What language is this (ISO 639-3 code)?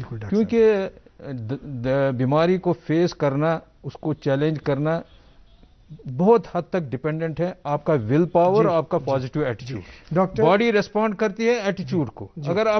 urd